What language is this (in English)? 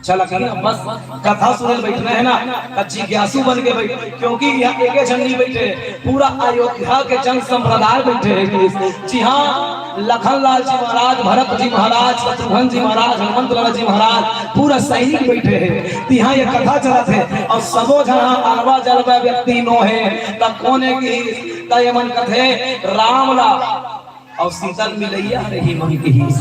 Chhattisgarhi